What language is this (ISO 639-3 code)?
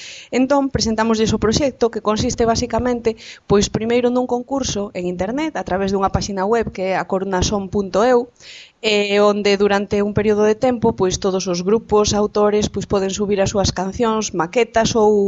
glg